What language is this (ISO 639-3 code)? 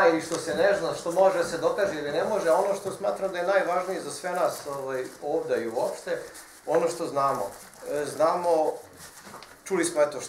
srp